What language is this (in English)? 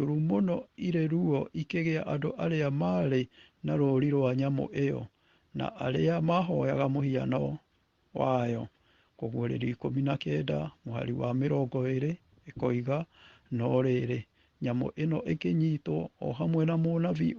Kikuyu